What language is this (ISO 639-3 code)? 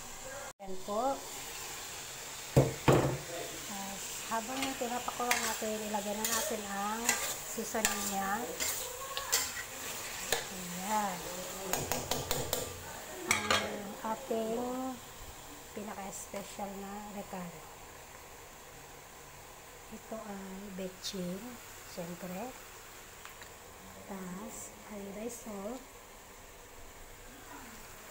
fil